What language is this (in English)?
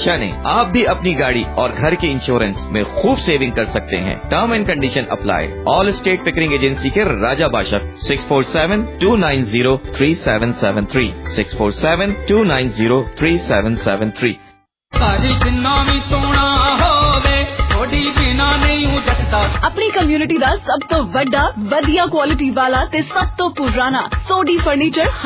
Punjabi